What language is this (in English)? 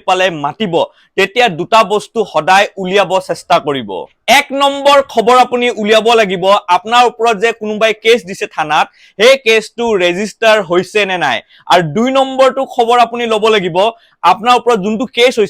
Assamese